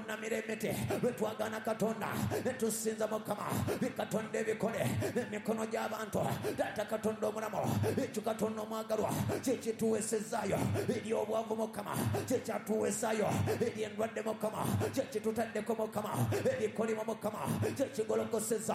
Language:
Ganda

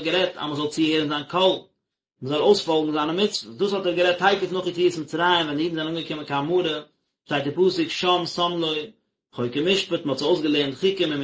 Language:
Yiddish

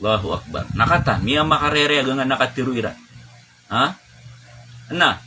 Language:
Maranao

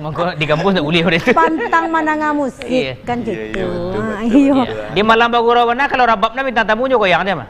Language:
Minangkabau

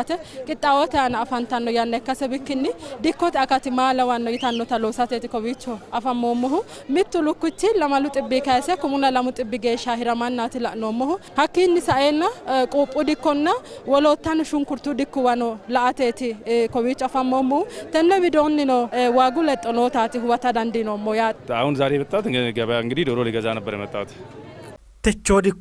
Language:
Sidamo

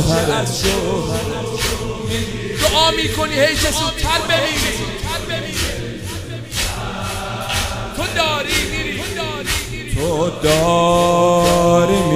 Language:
Persian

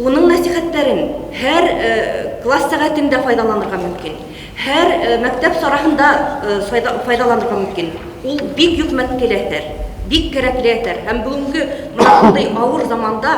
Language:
Bashkir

